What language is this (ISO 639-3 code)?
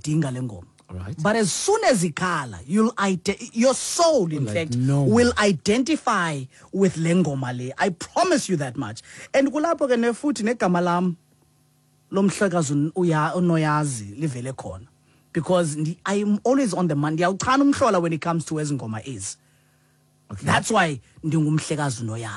xho